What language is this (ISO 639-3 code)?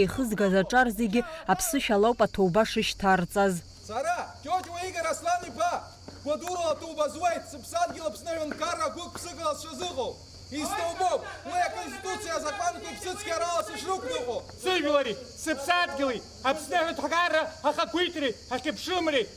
abk